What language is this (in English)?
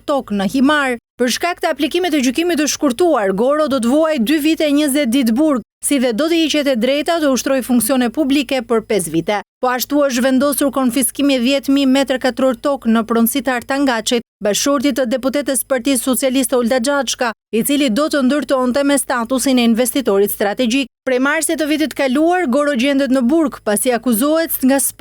Albanian